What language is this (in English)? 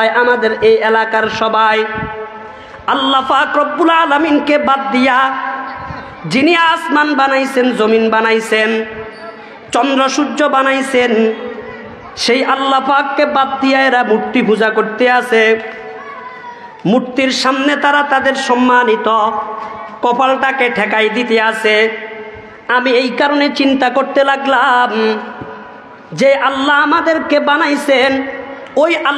Bangla